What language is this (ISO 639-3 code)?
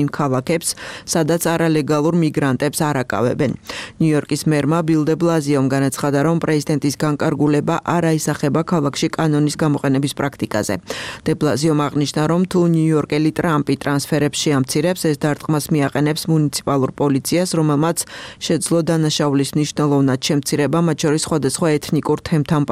kat